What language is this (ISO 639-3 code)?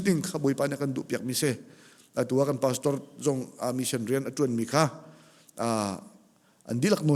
cnh